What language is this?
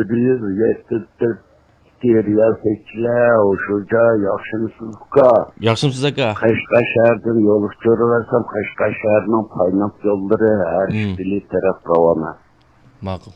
Uyghur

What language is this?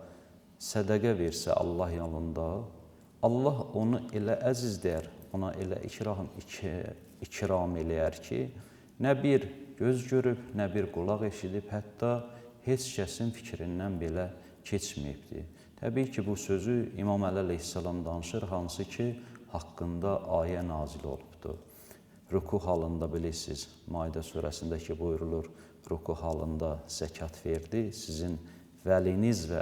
Azerbaijani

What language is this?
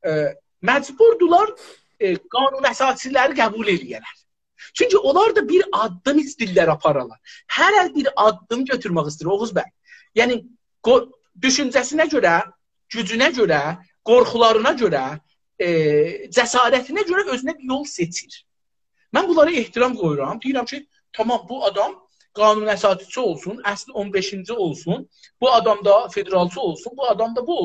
South Azerbaijani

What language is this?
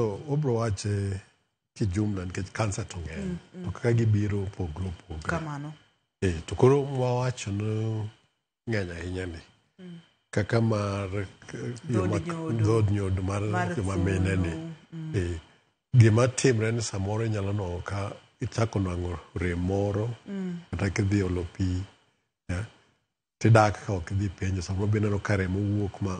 Luo (Kenya and Tanzania)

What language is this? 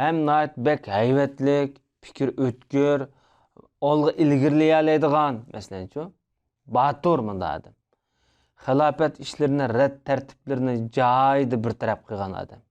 Uyghur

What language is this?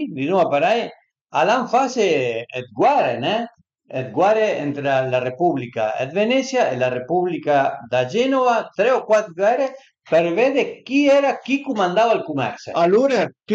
Piedmontese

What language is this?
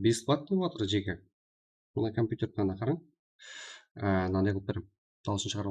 Kara-Kalpak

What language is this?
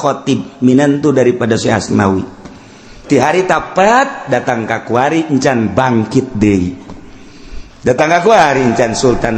Sundanese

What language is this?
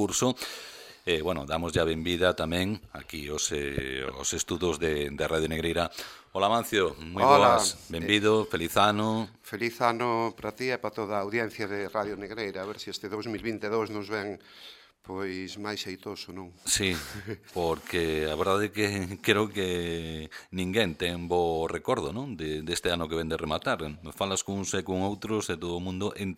Galician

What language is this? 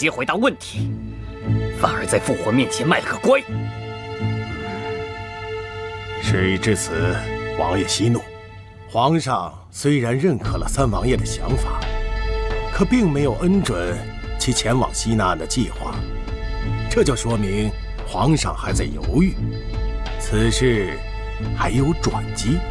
Chinese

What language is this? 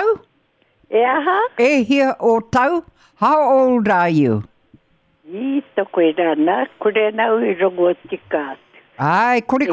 Māori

